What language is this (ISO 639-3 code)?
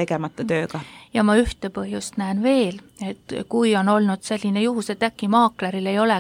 est